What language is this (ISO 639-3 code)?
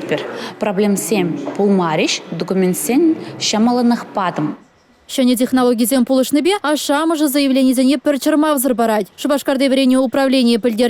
chv